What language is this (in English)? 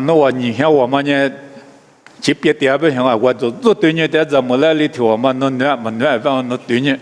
Lisu